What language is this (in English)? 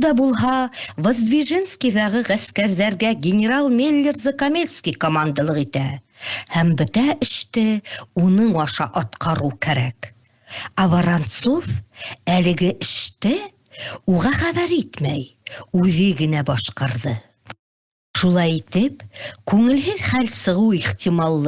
Bashkir